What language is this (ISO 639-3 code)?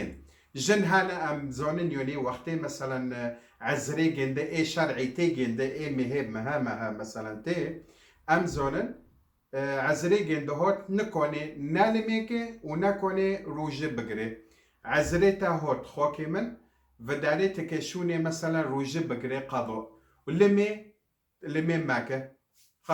kur